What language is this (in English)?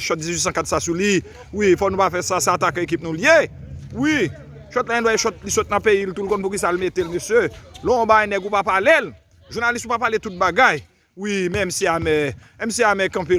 Haitian Creole